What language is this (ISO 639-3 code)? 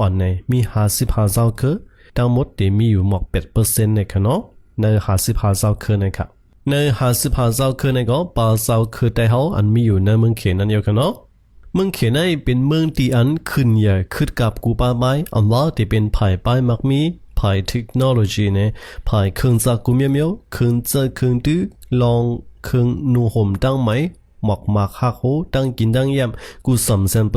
shn